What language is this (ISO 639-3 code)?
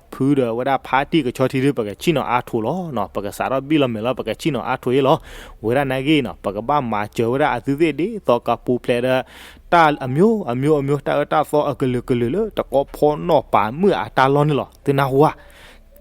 ksw